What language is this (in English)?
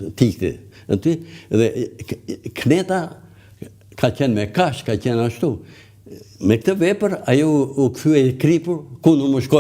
Albanian